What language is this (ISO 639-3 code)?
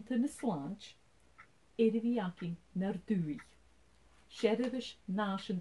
gla